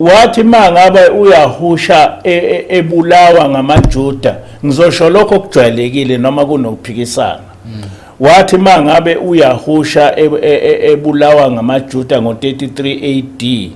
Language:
Zulu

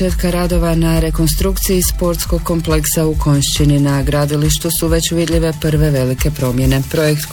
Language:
Croatian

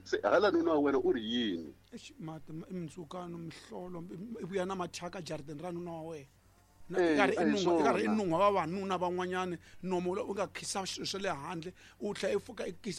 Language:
Tsonga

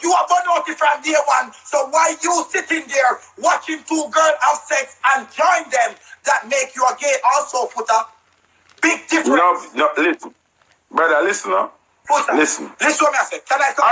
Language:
Jamaican Creole English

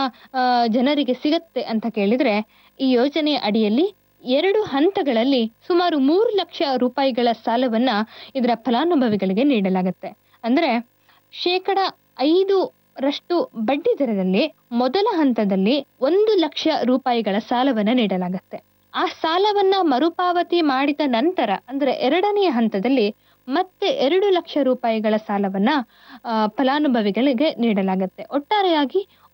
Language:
Kannada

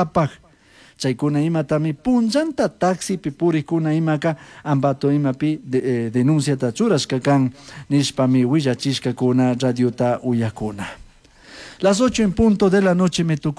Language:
Chimborazo Highland Quichua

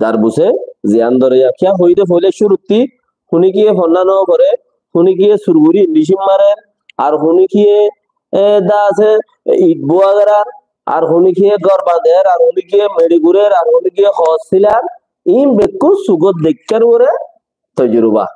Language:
Rohingya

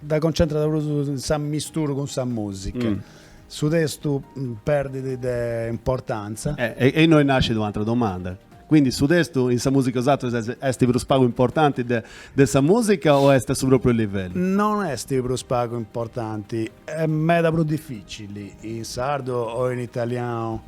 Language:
Sardinian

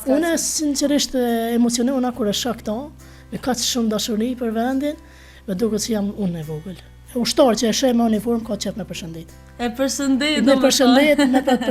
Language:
Albanian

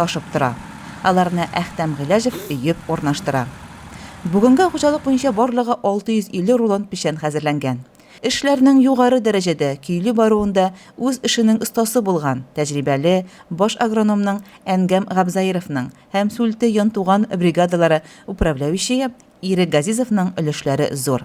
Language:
Tatar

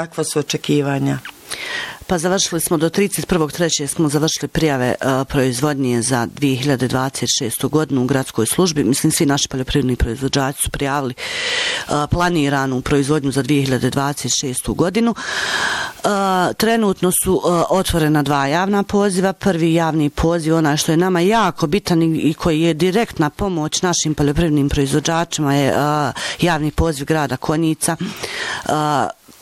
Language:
Bosnian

